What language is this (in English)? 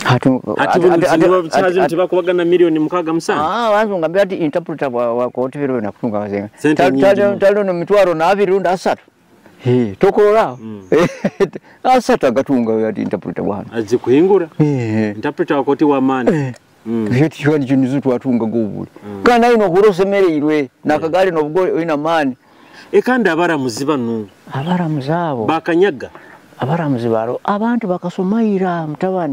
Nyoro